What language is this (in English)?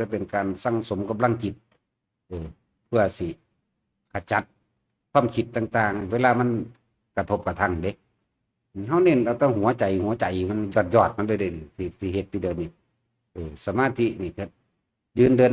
Northeastern Thai